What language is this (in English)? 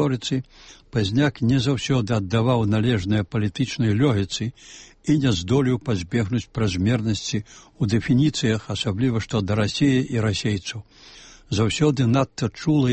Belarusian